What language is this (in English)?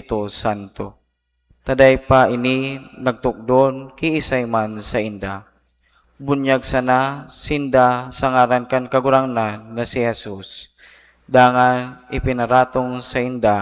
Bikol